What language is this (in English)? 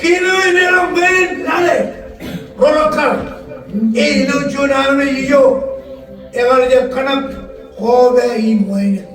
Marshallese